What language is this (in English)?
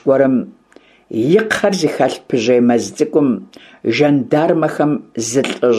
Kabardian